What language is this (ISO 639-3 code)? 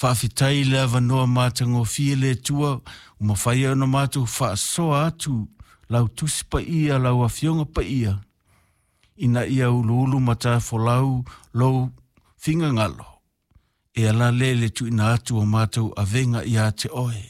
smo